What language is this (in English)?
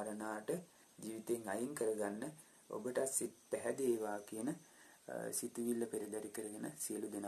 Sinhala